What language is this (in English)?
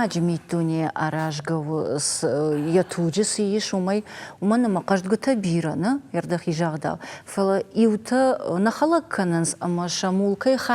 Ossetic